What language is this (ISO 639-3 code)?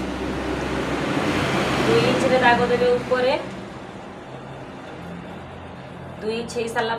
ori